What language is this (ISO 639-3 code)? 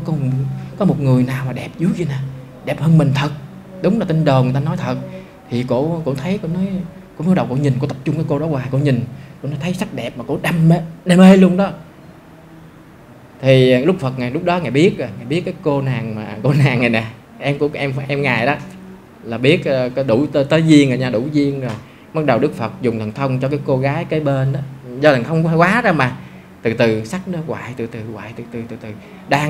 vie